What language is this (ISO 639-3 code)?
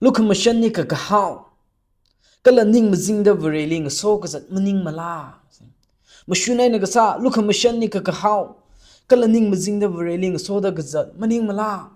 nmf